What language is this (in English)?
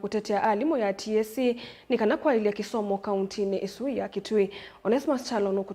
Kamba